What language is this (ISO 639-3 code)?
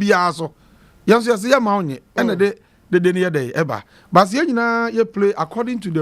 aka